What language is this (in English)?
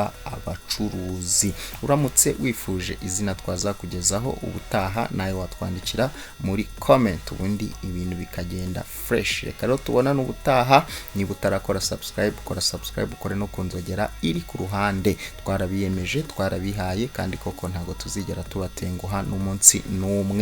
Kinyarwanda